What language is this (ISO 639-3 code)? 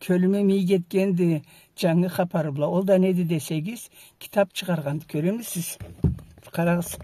krc